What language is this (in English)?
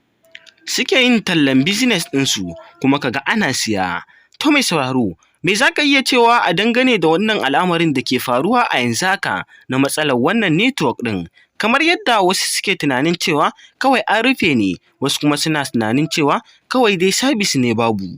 Hausa